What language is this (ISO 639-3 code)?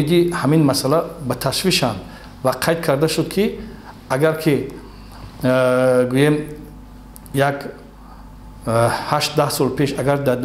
tgk